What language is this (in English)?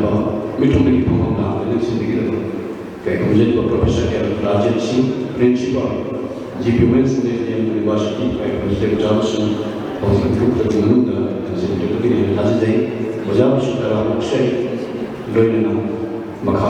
Manipuri